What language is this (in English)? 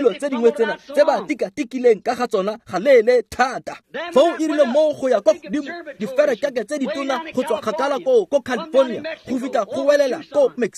Tswana